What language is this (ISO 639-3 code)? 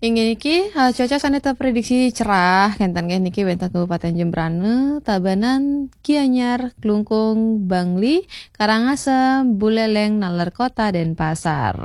ban